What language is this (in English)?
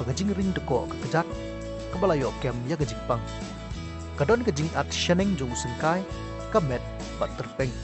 Khasi